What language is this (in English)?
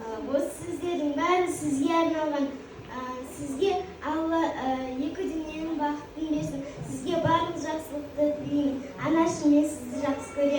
Kazakh